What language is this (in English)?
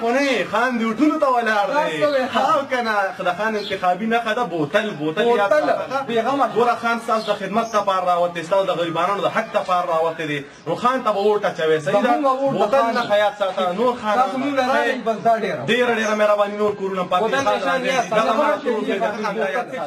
Pashto